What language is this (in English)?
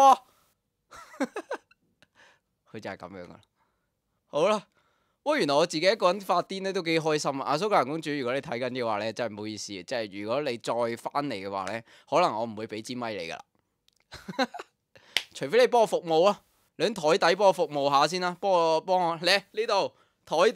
Cantonese